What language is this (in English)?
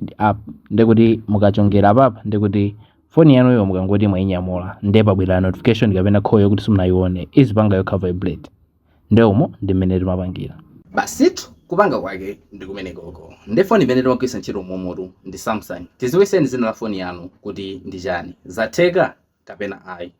Nyanja